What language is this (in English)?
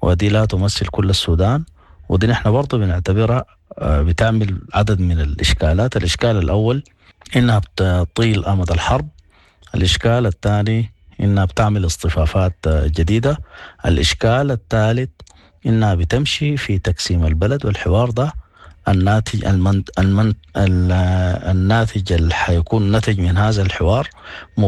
Sudanese Arabic